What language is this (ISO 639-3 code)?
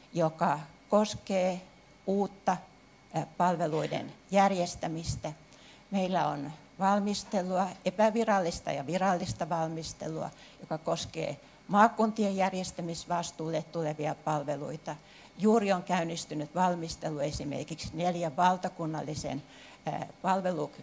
fin